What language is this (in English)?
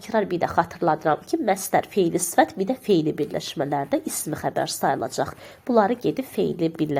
Azerbaijani